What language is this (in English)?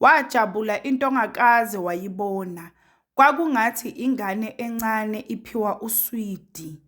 Zulu